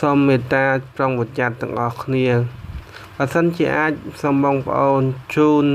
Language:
Khmer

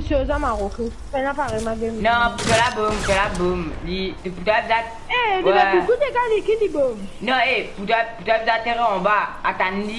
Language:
Morisyen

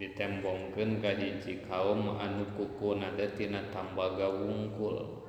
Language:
Sundanese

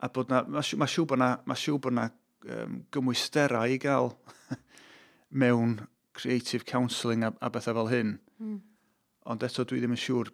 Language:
Welsh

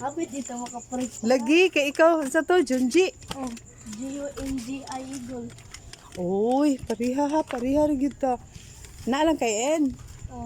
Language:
Cebuano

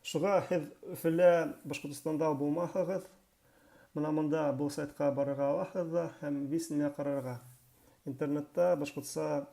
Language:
Bashkir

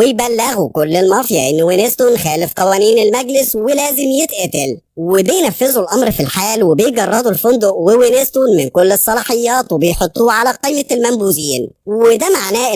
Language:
Egyptian Arabic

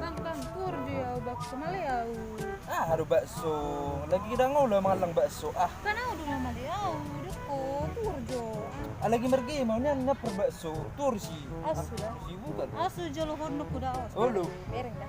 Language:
Batak Toba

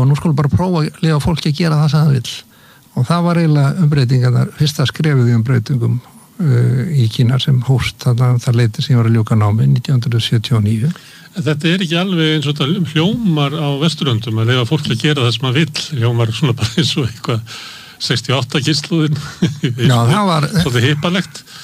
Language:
Icelandic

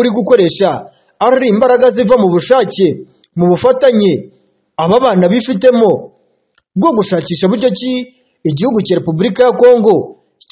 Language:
Kinyarwanda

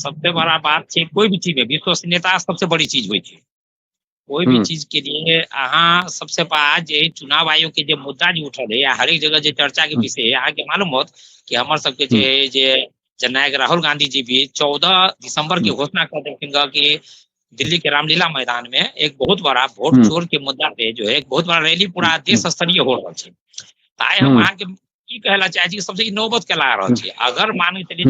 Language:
Maithili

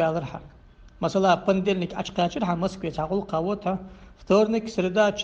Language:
Ingush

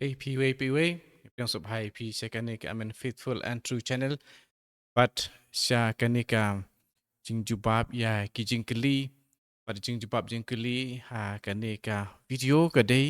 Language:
Khasi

